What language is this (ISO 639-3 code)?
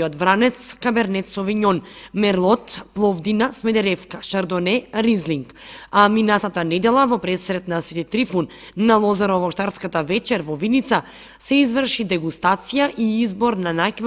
mkd